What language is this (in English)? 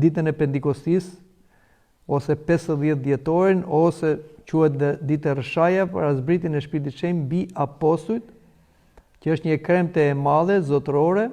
Albanian